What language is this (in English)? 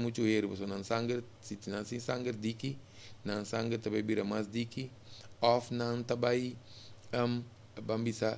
Papiamento